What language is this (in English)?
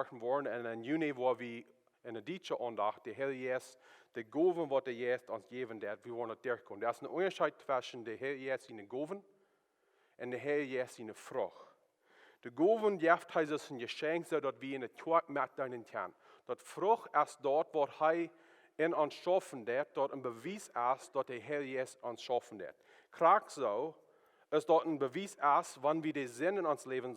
Plautdietsch